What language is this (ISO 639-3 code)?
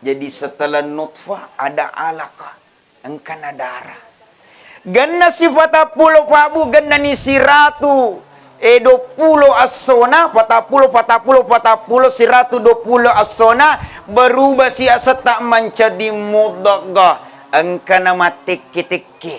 bug